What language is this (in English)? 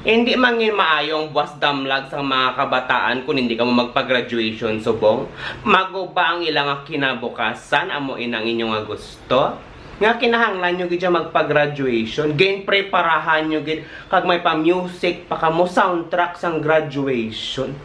Hiligaynon